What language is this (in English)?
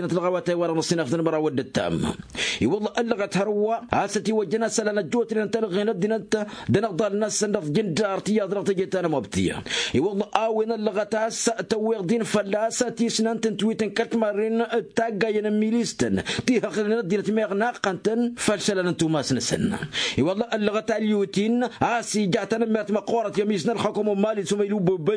Tamasheq